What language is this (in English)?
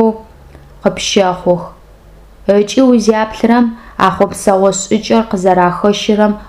Adyghe